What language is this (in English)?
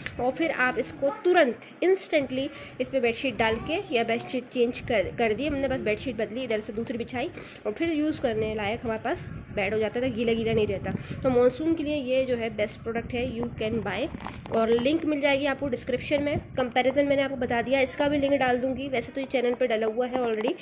Hindi